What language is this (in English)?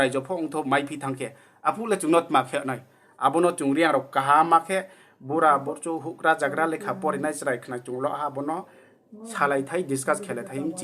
Riang (India)